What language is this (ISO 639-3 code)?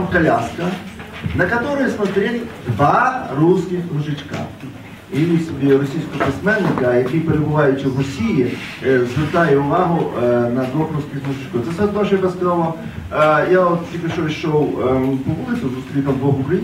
ukr